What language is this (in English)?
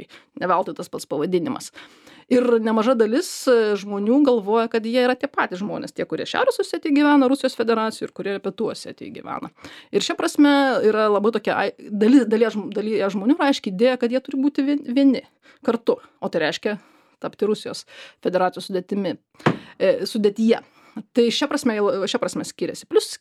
Lithuanian